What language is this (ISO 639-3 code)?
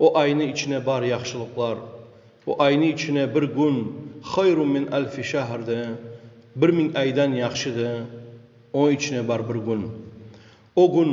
kum